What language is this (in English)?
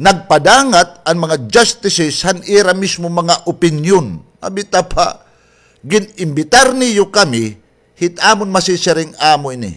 Waray